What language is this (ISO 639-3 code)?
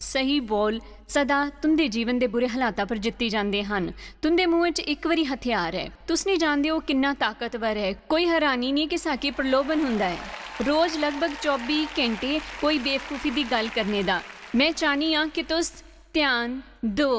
doi